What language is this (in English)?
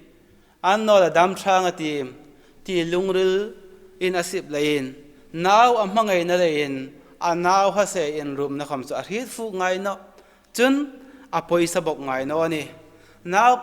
Hmar